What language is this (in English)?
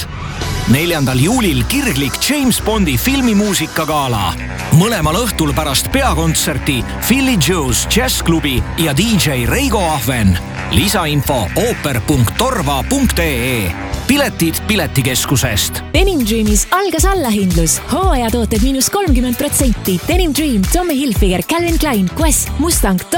Estonian